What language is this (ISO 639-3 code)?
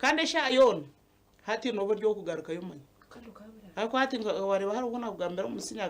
nyn